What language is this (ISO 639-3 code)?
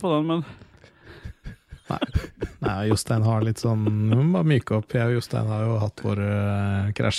nor